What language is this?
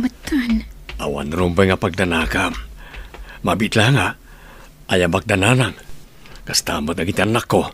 Iloko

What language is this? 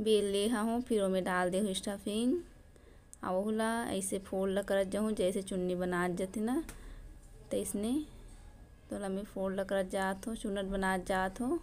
Chhattisgarhi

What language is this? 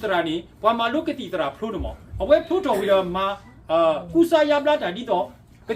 S'gaw Karen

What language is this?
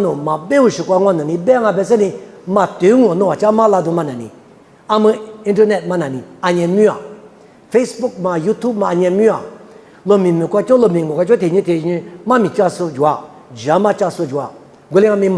Lisu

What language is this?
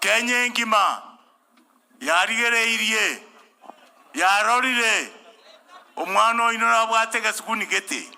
Gusii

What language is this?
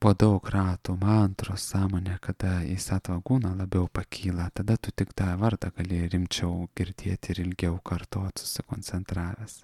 Lithuanian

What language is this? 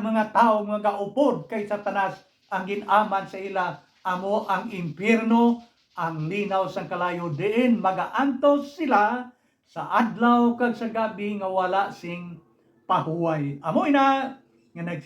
Hiligaynon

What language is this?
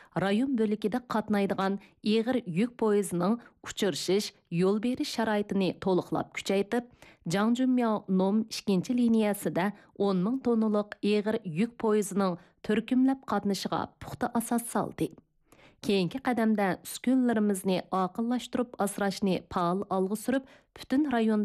Uyghur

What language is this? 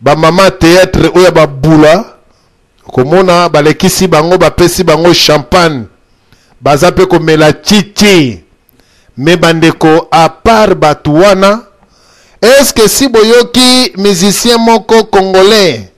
Lingala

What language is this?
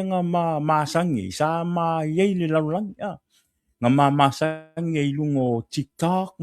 Samoan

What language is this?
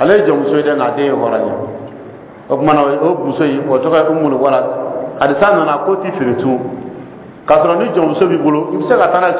Dyula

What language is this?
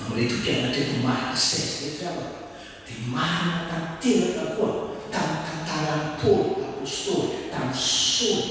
Malagasy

